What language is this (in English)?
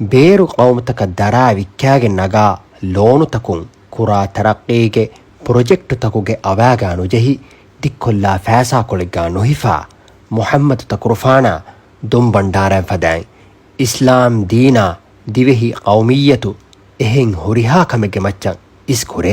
Divehi